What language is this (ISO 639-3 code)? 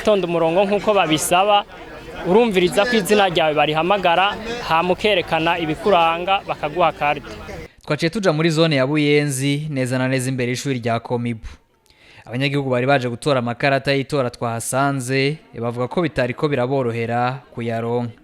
run